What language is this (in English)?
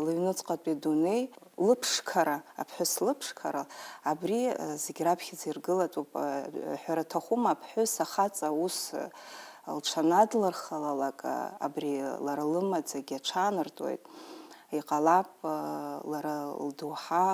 Abkhazian